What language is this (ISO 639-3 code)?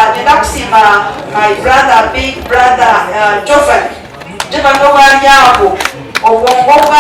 nyn